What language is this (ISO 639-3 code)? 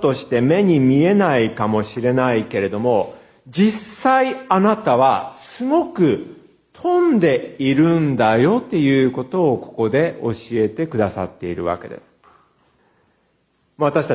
jpn